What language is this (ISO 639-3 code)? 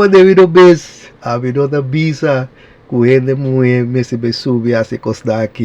pap